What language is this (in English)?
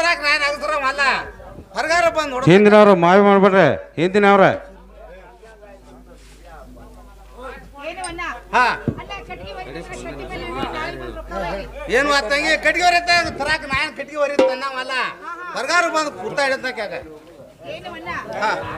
Kannada